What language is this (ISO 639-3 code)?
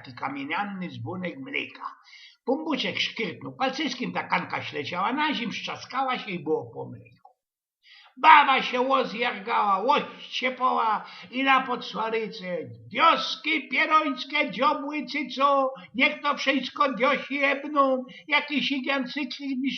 szl